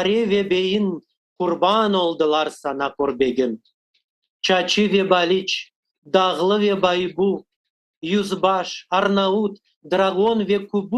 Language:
Crimean Tatar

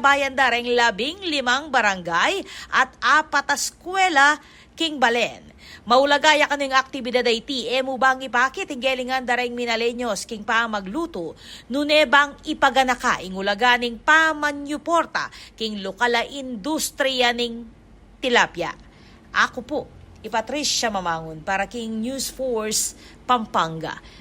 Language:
Pampanga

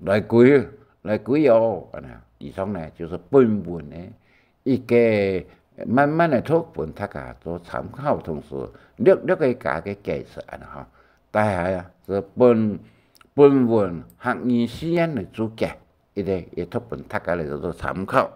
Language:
Hakka Chinese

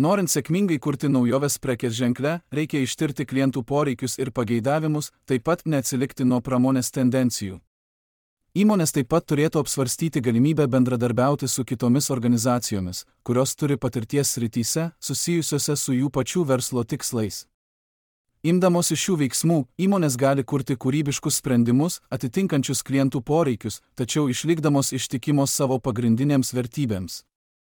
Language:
Lithuanian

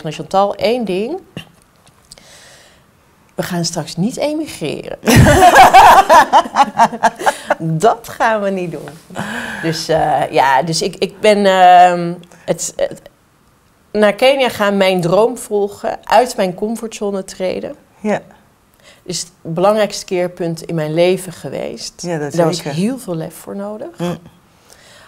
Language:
Dutch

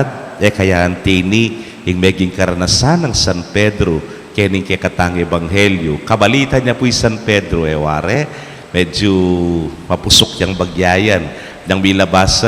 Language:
Pampanga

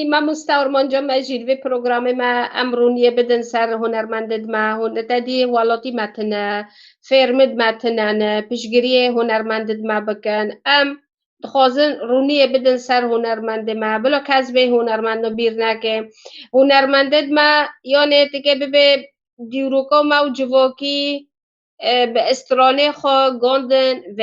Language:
Kurdish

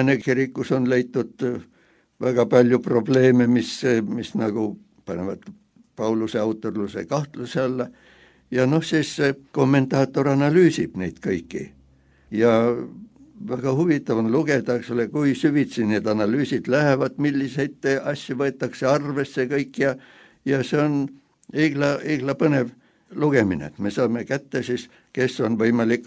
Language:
Estonian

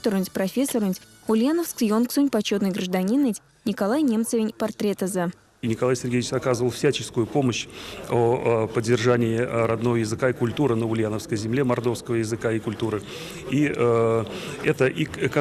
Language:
Erzya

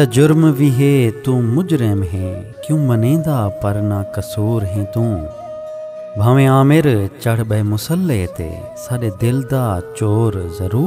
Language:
Saraiki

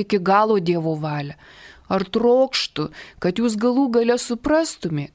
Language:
Lithuanian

